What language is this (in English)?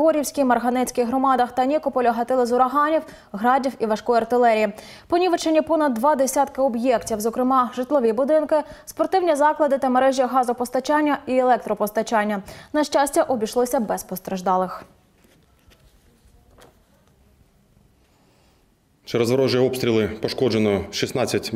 Ukrainian